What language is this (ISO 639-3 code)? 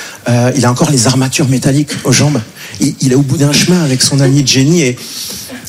fra